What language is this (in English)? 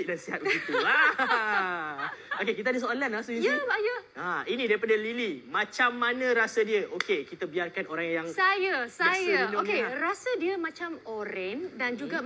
Malay